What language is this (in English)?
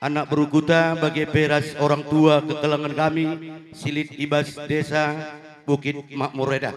Batak Karo